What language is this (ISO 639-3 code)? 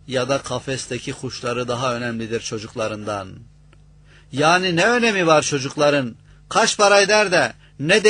tur